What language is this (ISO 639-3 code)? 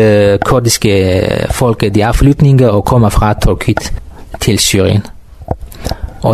dan